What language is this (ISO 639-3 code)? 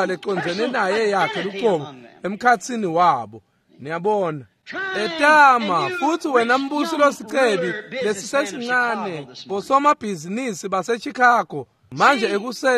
ssw